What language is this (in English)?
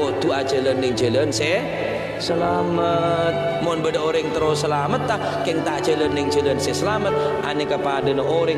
Madurese